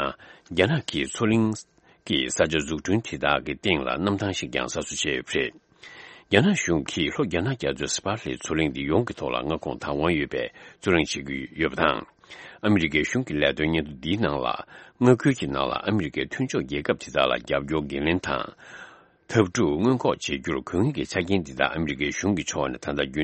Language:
Tibetan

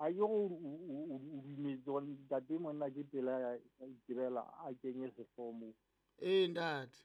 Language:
Southern Sotho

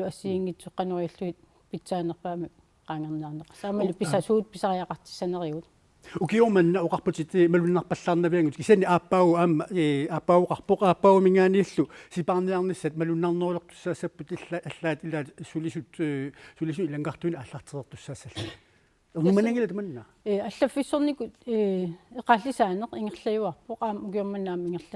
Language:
Kalaallisut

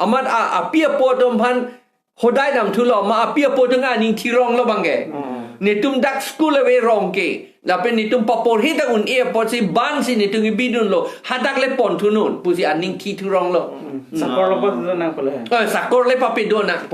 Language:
Karbi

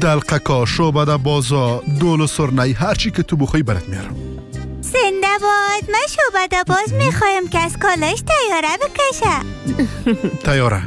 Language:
Persian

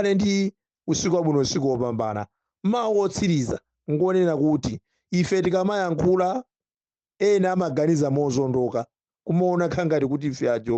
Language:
Nyanja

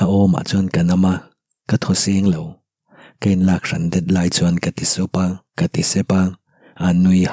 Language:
Mizo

